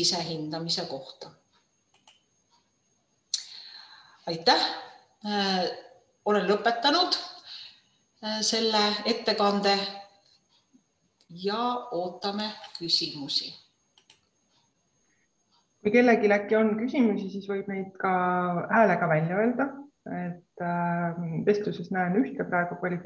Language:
Estonian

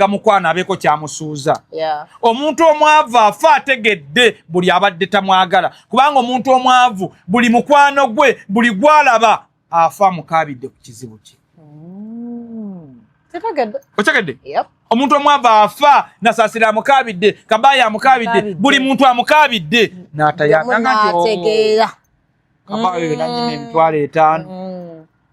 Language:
Ganda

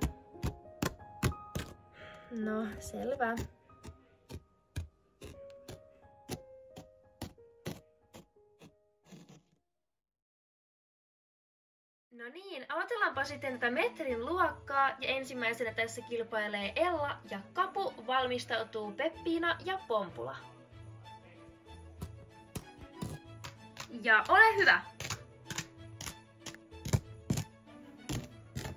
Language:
Finnish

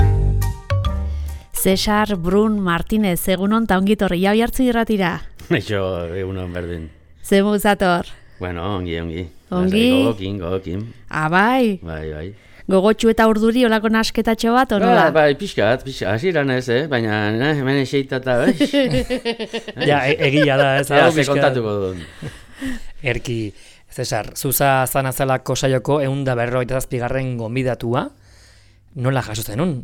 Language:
Basque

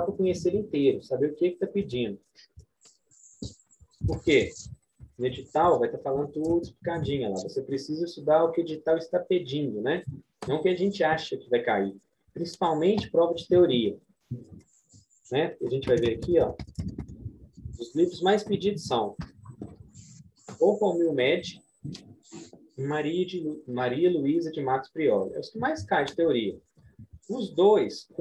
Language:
Portuguese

